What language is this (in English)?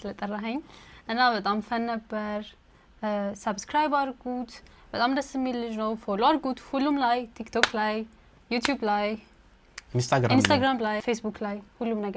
Amharic